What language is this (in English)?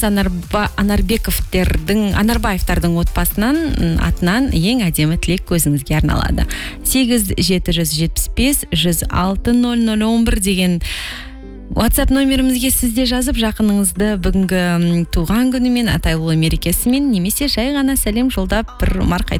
Kazakh